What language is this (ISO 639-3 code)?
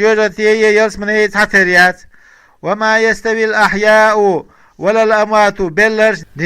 che